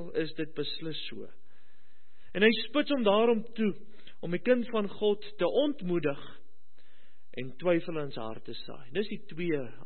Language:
Afrikaans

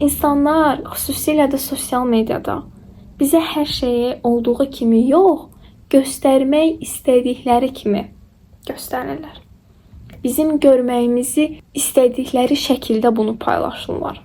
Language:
Azerbaijani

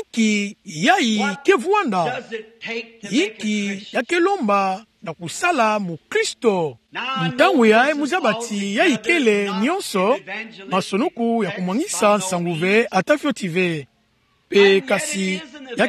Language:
Kituba (Democratic Republic of Congo)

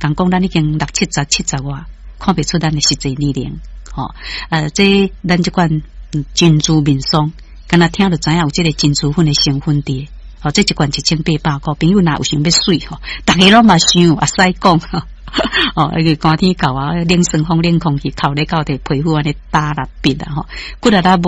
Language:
Min Nan Chinese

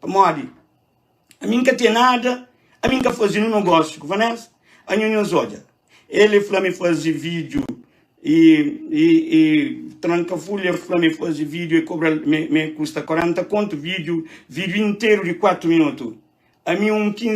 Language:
Kabuverdianu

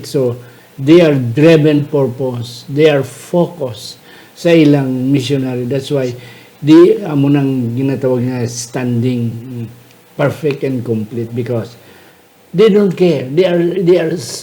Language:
Hiligaynon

